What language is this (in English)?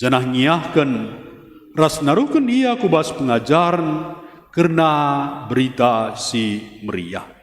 Batak Karo